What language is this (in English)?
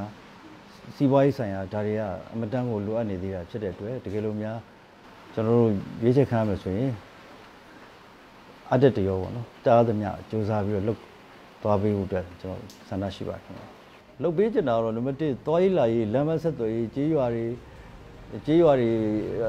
Burmese